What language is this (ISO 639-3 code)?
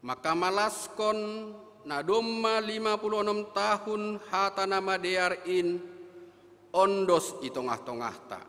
bts